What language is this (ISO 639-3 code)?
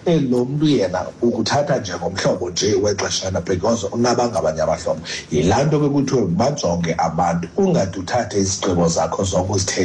xho